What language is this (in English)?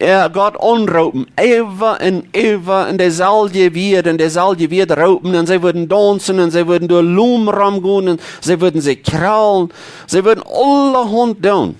Plautdietsch